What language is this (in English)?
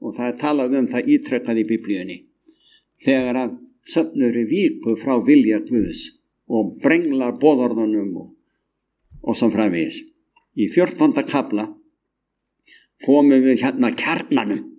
Icelandic